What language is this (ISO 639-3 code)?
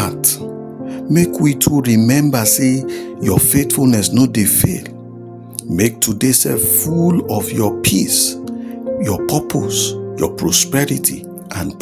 pcm